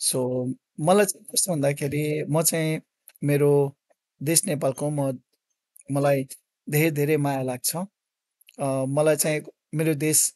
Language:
Nepali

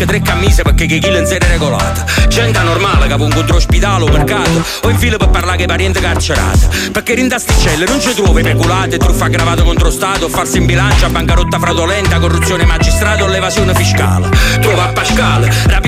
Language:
Italian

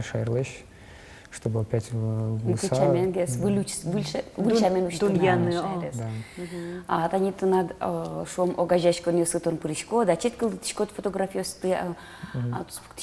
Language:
Udmurt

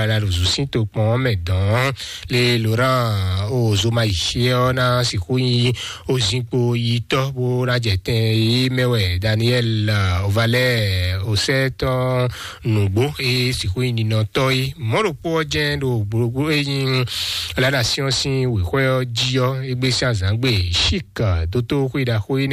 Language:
Fon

